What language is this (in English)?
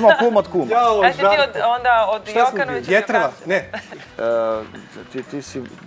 Serbian